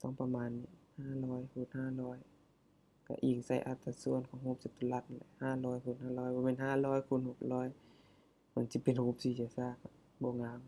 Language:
Lao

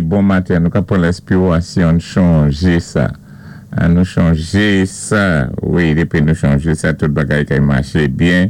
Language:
Saint Lucian Creole French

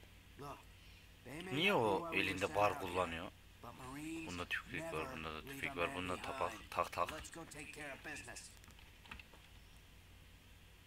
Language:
Turkish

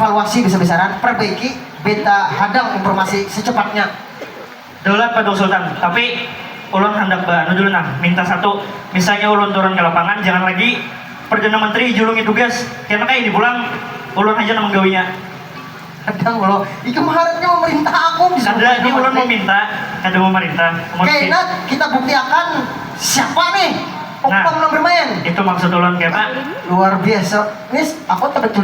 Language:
Banjar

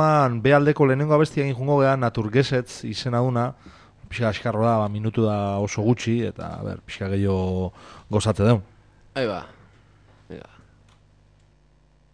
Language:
Basque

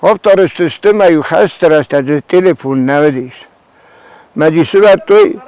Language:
Ossetic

